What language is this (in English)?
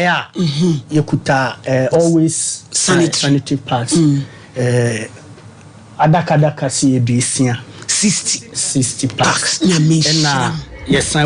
Akan